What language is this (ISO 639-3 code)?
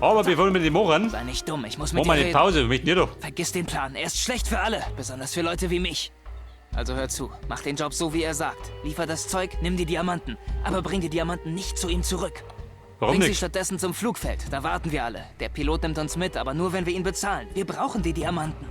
bar